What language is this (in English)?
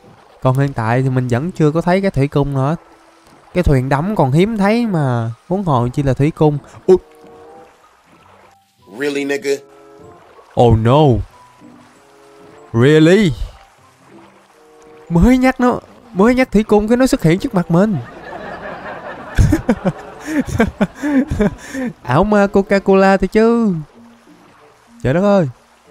Vietnamese